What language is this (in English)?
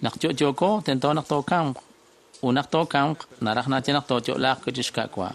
Kekchí